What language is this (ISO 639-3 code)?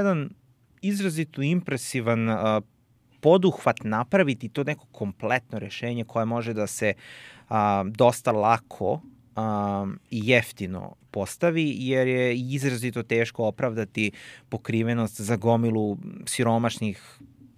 srp